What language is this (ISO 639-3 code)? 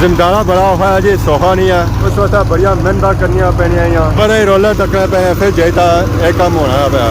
phr